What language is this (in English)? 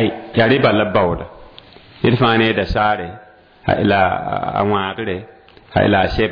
Mossi